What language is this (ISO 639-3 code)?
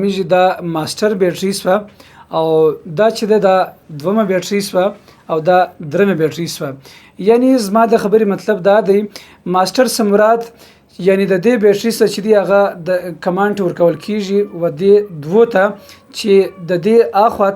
pus